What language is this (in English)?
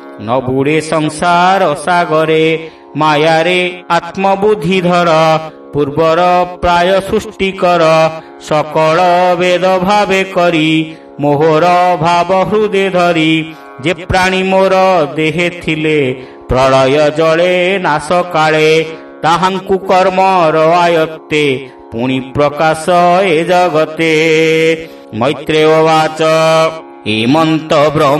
Odia